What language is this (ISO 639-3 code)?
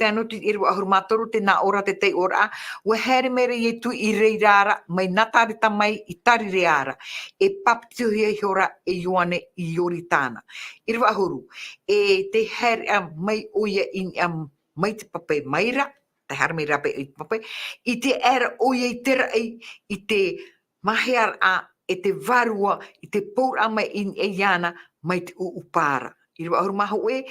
tah